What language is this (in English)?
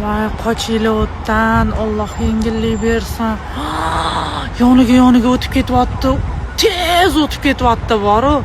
Uzbek